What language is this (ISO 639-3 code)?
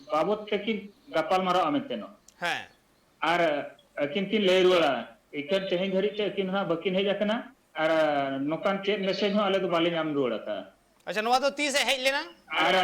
sat